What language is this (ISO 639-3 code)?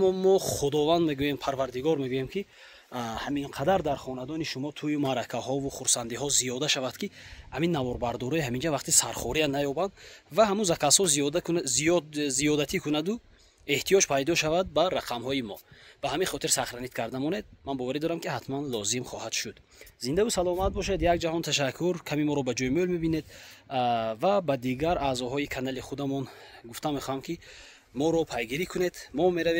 tgk